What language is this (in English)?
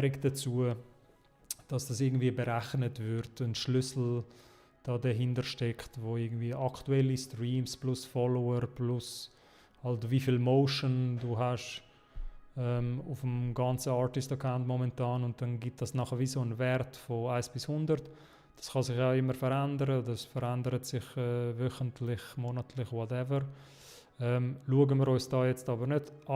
Swiss German